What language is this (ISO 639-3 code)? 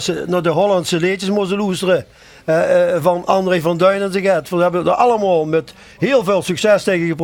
lim